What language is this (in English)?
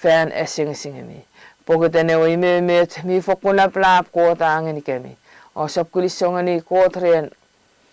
Chuukese